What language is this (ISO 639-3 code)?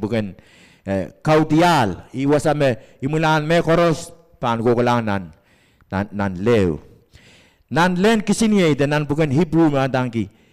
pon